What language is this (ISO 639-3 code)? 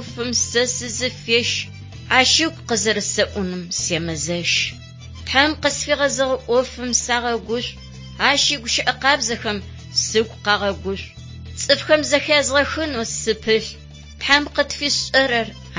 ady